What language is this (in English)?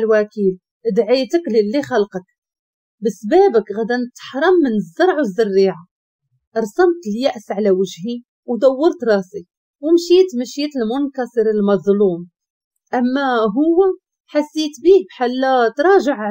Moroccan Arabic